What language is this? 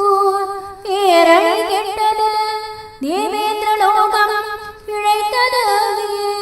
Tamil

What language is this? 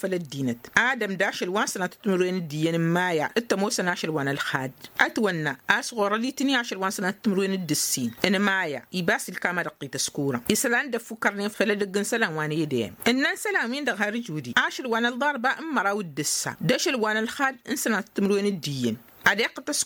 Tamasheq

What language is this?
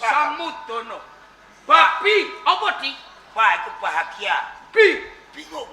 Javanese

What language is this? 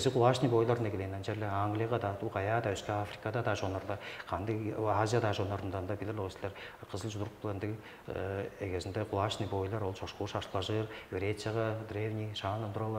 Tuvinian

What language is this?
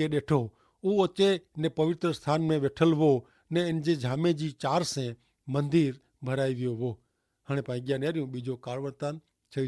Kachhi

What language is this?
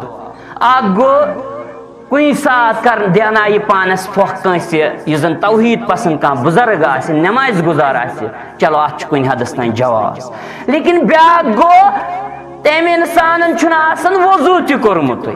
Kashmiri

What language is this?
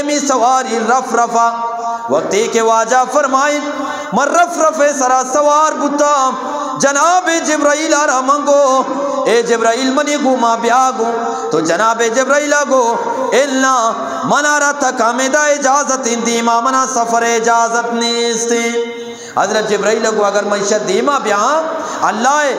Eastern Balochi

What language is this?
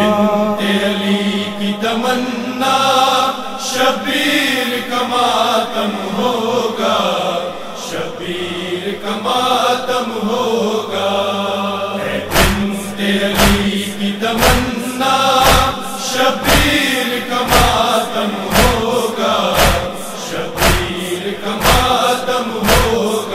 Urdu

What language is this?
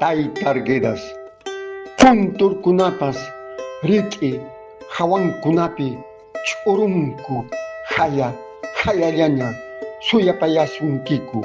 Quechua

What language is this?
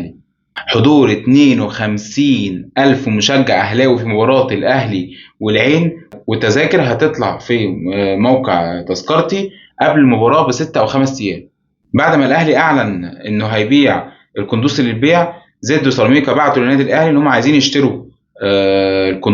Egyptian Arabic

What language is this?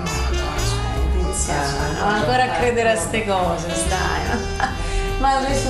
Italian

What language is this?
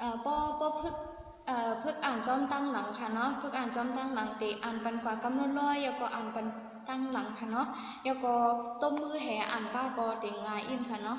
Shan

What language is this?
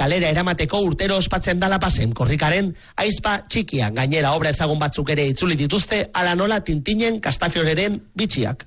Basque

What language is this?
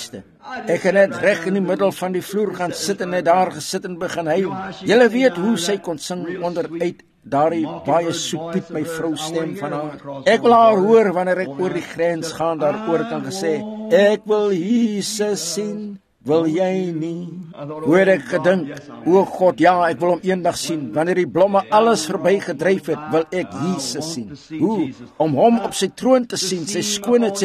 Afrikaans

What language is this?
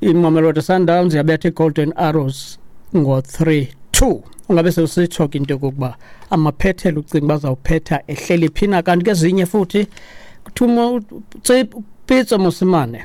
Xhosa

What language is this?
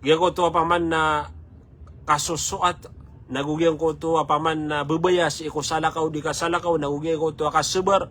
Maranao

